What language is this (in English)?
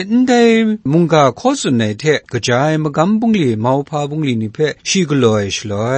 Kachin